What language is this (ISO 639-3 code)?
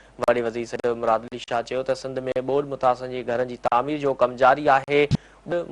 snd